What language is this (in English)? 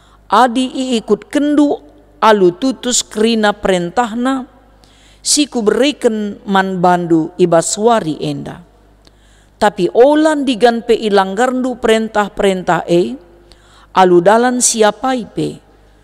Batak Karo